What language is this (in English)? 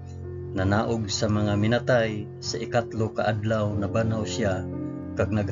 Hiligaynon